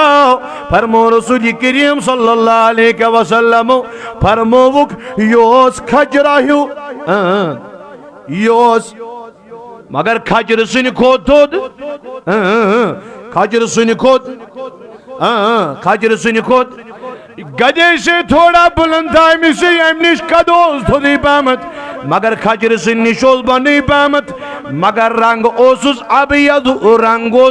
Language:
Kashmiri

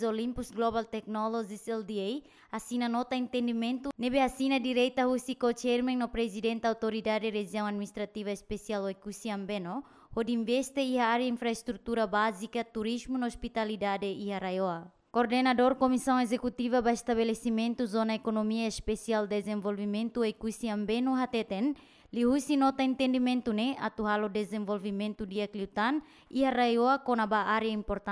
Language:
Tetum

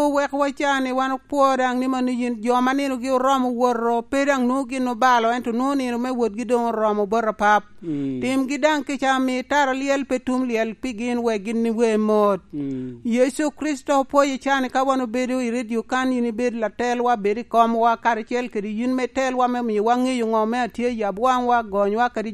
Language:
Lango (Uganda)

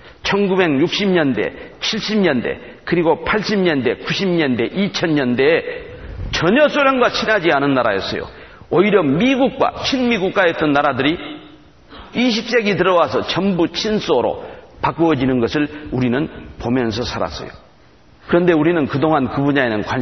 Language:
Korean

